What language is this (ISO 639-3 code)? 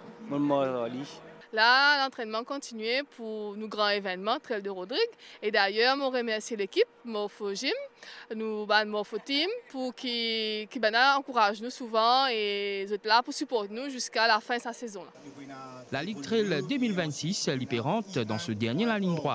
mfe